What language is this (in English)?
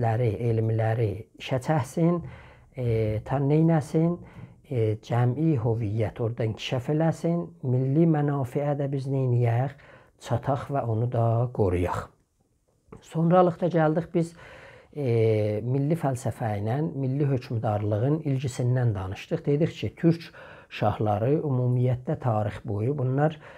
South Azerbaijani